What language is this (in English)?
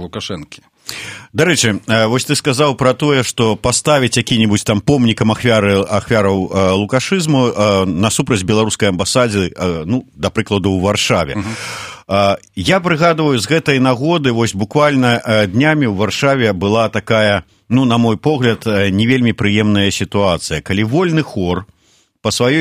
Belarusian